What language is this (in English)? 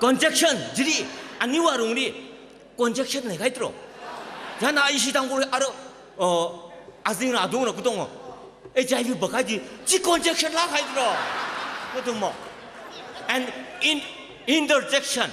Tangkhul Naga (India)